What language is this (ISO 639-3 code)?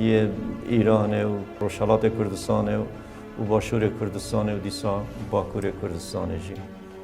kur